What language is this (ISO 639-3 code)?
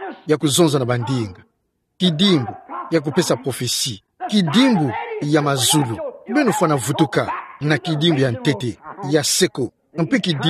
ktu